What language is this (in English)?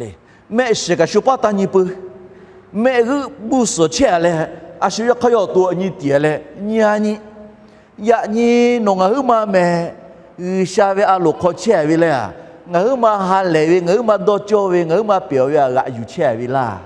Lahu